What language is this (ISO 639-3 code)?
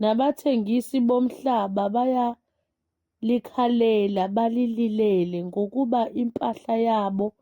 zul